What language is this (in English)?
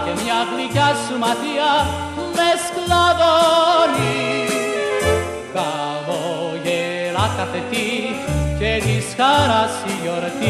Greek